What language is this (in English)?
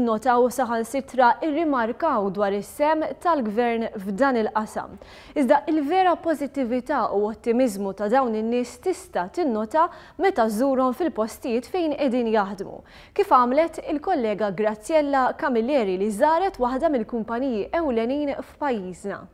Maltese